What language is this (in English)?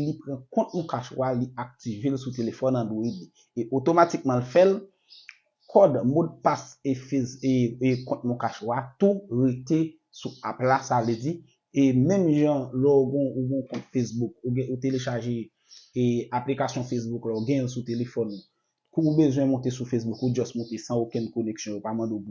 Haitian Creole